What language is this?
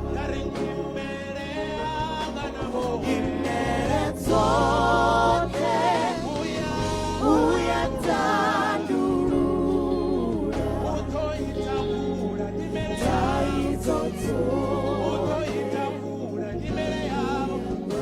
Venda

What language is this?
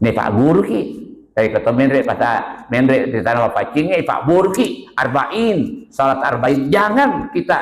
Buginese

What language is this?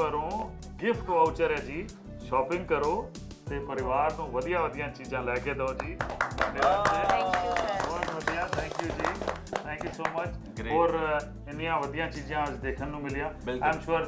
Punjabi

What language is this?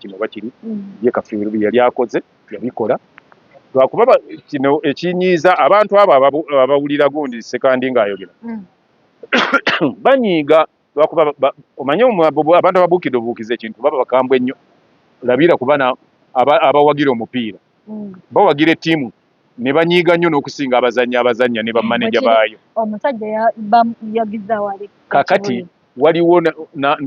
Ganda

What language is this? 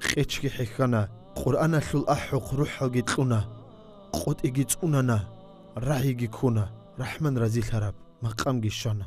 Avaric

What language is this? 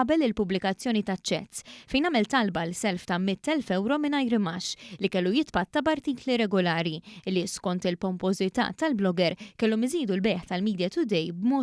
Maltese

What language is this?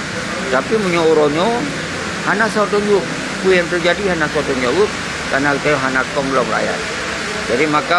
Achinese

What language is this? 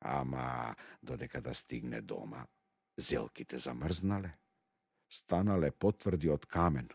Macedonian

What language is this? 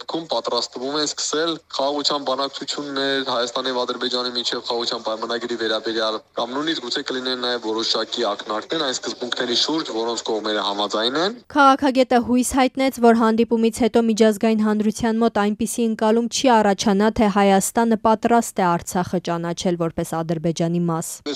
Armenian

